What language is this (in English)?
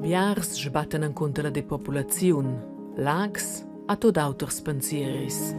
Romansh